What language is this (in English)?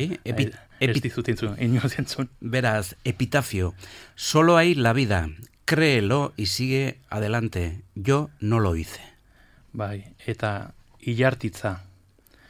Basque